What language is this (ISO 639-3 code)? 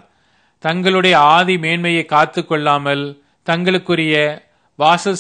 tam